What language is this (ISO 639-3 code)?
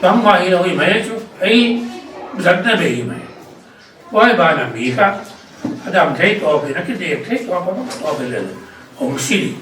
pck